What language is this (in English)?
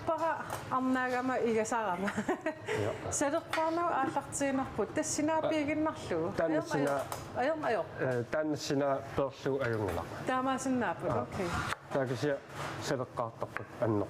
Kalaallisut